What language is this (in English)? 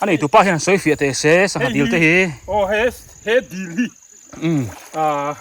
Biete